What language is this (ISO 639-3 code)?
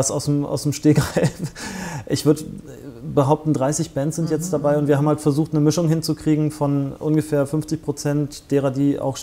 deu